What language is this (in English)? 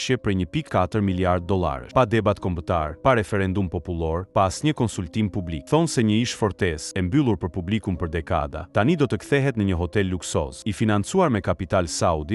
Albanian